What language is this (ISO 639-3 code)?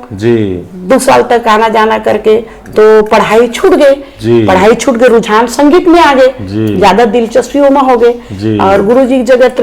hne